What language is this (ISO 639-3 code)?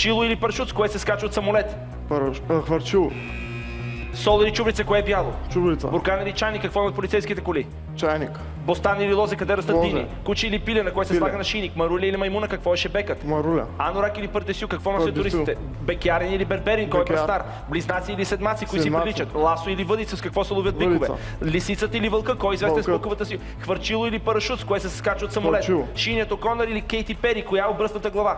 bul